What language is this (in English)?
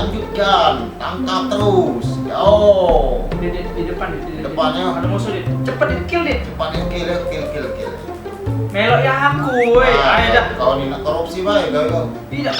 Musi